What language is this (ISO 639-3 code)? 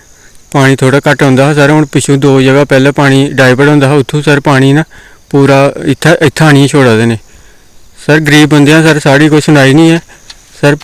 doi